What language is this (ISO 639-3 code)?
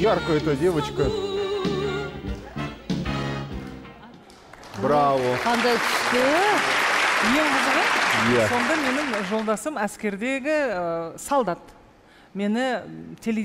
kaz